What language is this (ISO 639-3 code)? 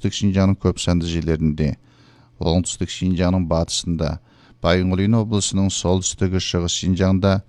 kaz